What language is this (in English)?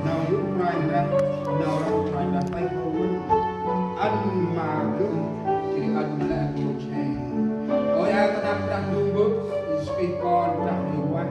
Central Mnong